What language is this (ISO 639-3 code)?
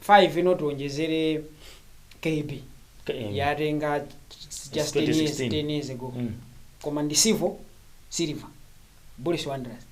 nya